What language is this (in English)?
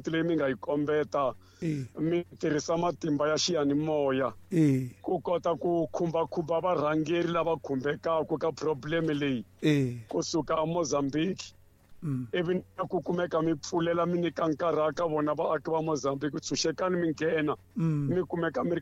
Tsonga